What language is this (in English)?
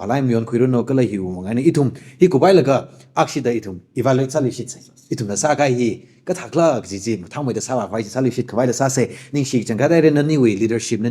Tangkhul Naga (India)